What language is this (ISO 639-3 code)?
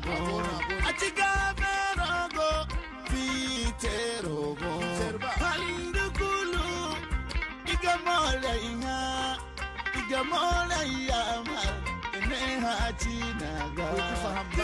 dje